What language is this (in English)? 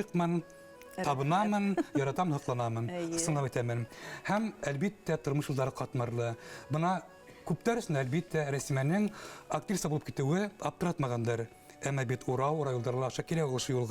Bashkir